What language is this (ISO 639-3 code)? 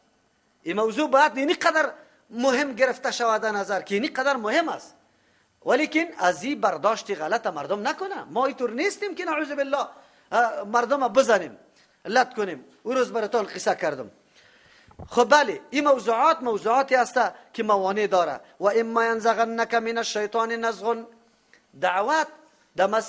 fas